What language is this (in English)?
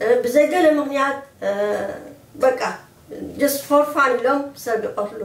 Tigrinya